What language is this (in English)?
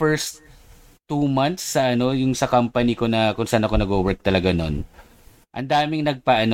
Filipino